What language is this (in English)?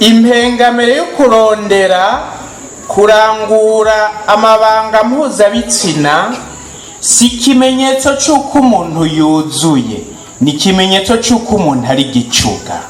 Rundi